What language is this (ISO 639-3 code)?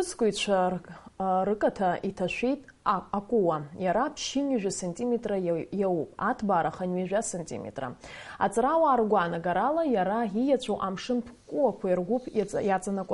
abk